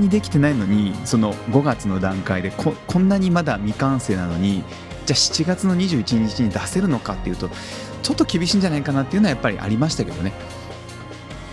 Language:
Japanese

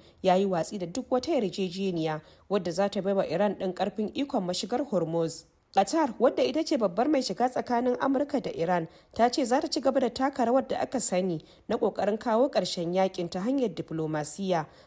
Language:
Hausa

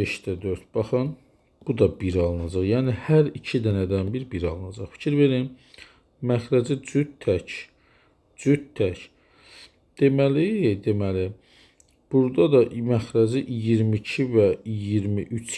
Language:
Azerbaijani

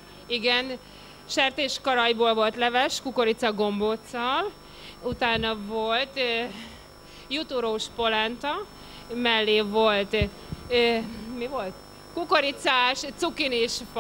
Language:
Hungarian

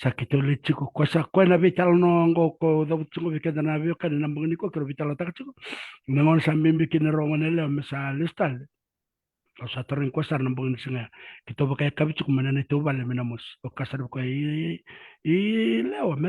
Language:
Fijian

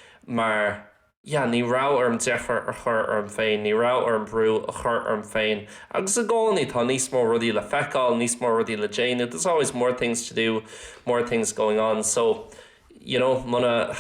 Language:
Irish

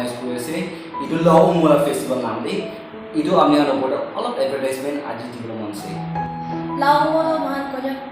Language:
Naga Pidgin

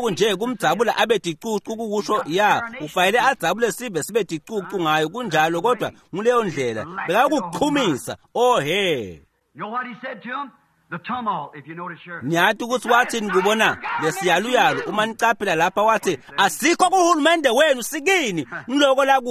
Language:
Swati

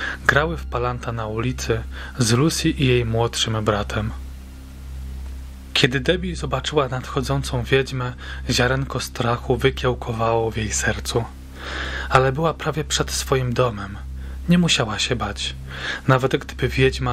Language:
Polish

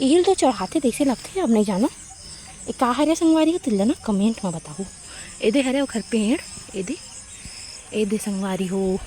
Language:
Chhattisgarhi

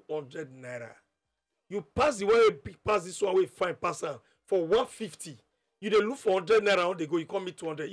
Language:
Nigerian Pidgin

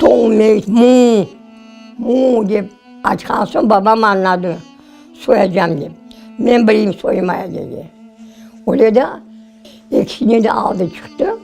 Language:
Crimean Tatar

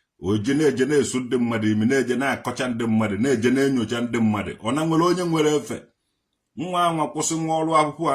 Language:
Igbo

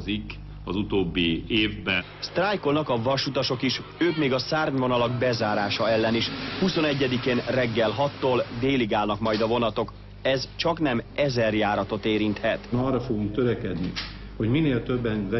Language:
Hungarian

